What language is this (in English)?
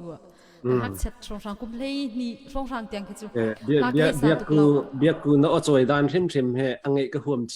Hakha Chin